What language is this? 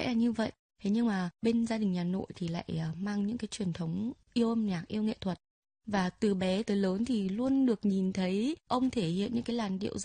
Vietnamese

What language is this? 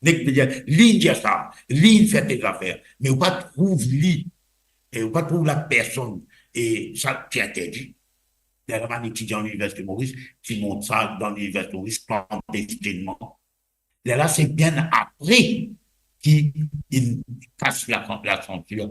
Morisyen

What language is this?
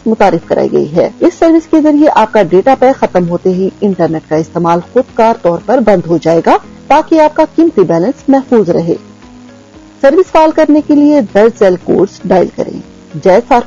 Urdu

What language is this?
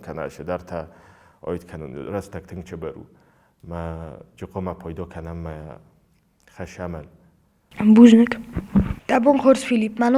Ossetic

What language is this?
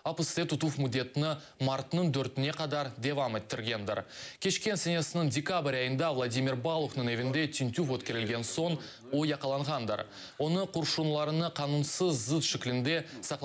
Crimean Tatar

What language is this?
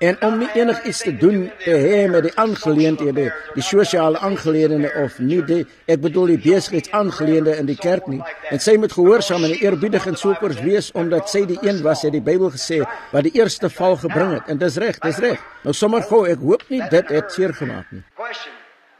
Afrikaans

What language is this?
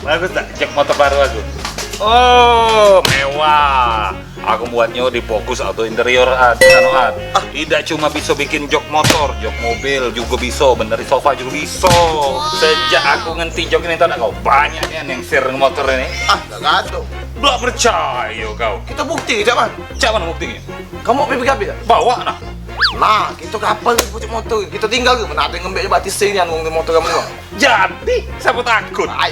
Musi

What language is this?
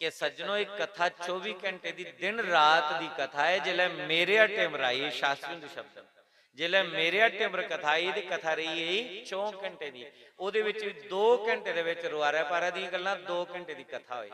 Dogri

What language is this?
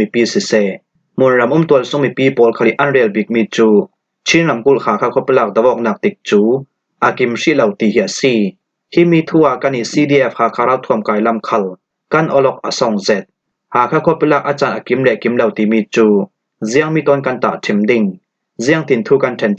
Falam Chin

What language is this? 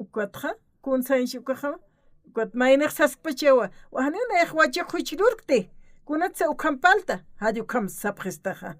Aymara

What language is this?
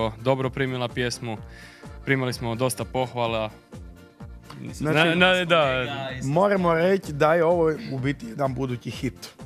Croatian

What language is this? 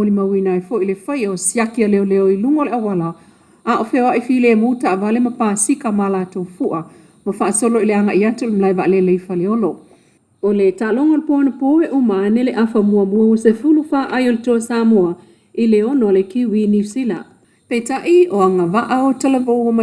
Samoan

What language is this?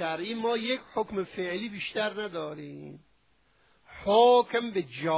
Persian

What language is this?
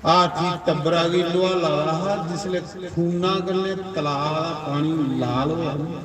Dogri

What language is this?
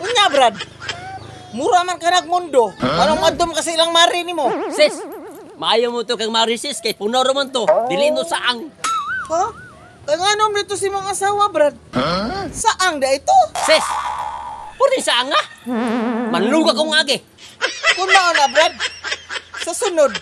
Cebuano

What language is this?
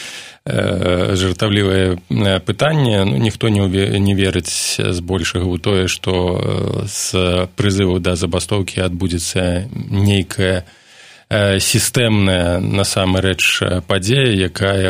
Belarusian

